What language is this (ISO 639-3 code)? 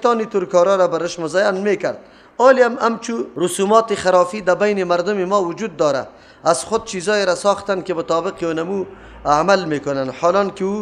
fas